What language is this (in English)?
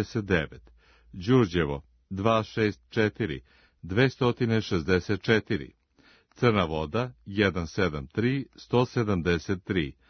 Serbian